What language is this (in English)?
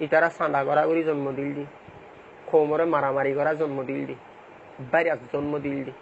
Rohingya